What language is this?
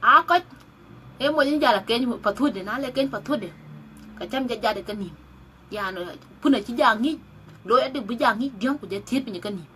Dinka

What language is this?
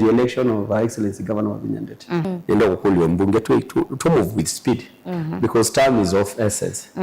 Kamba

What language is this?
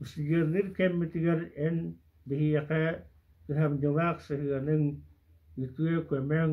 Yakut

